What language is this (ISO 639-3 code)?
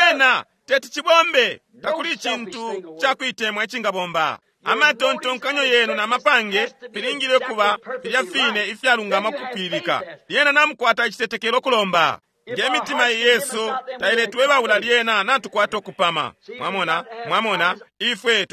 bem